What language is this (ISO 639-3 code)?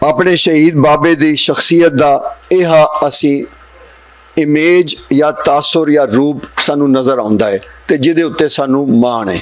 lah